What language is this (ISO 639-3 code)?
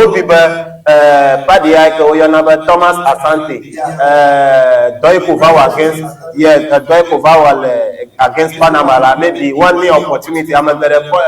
ewe